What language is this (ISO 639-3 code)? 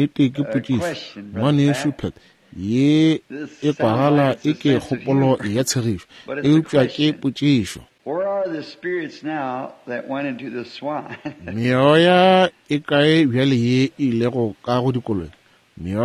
nso